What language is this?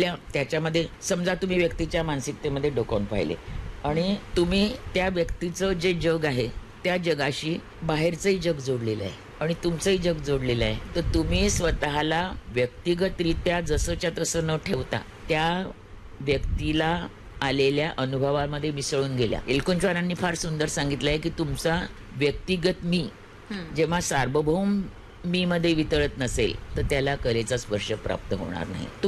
Marathi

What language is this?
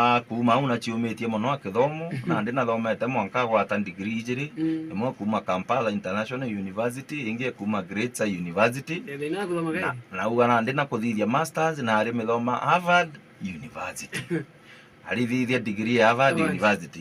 Meru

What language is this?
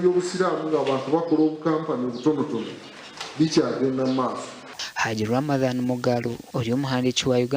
Nyankole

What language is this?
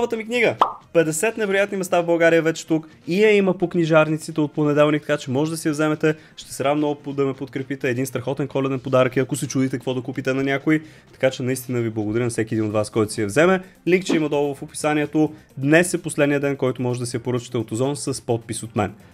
Bulgarian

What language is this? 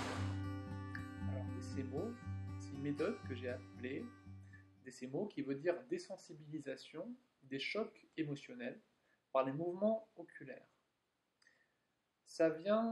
French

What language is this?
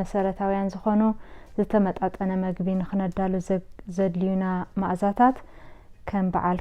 Tigrinya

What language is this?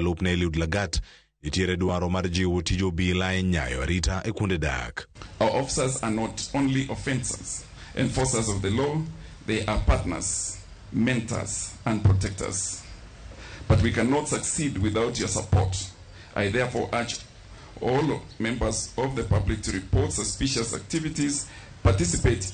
Luo (Kenya and Tanzania)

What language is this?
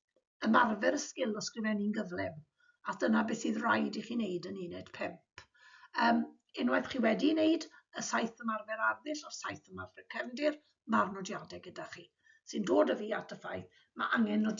Welsh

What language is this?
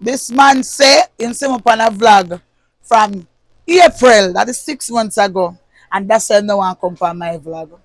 Jamaican Creole English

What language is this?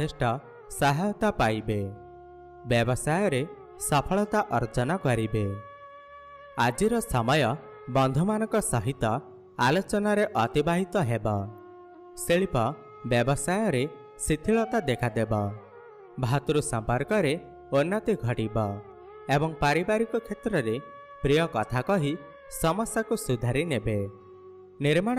Odia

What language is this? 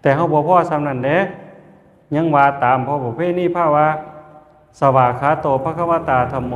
Northeastern Thai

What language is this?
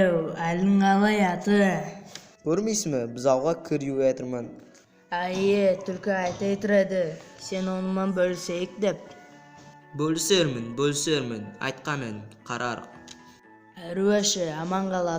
Nogai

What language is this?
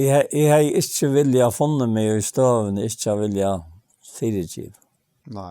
Faroese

